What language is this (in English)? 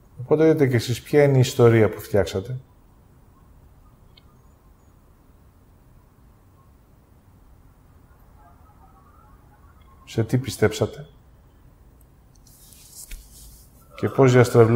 Greek